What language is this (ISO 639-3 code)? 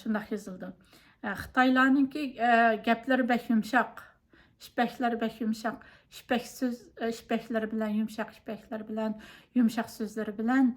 uig